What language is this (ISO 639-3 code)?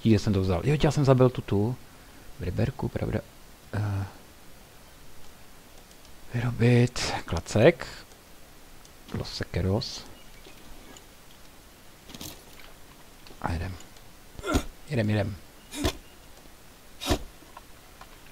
ces